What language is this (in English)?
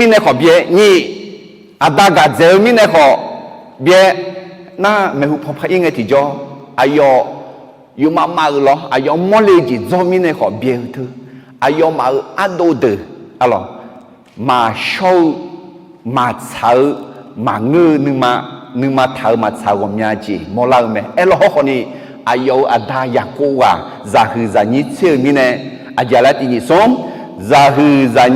Akha